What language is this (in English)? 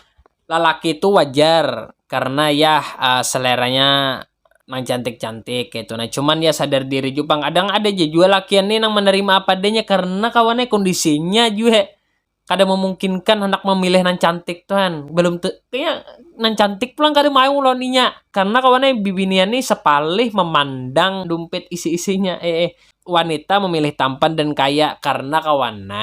Banjar